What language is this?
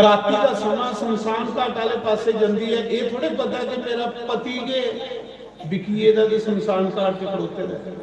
Dogri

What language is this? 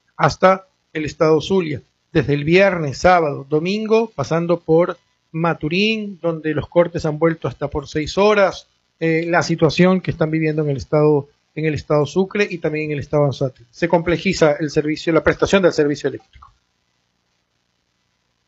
Spanish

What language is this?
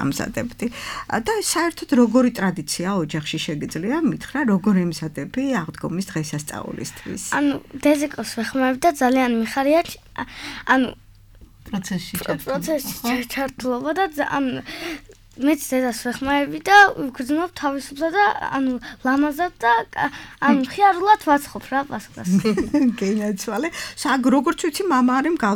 Georgian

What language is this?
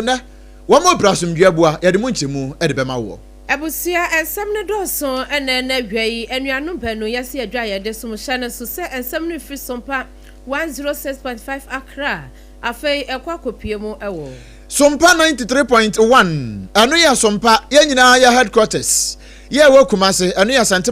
Akan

